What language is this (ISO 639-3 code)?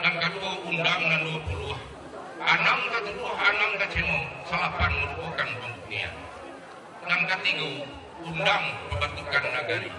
min